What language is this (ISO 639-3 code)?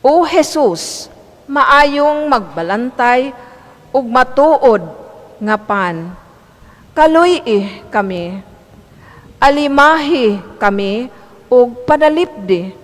ceb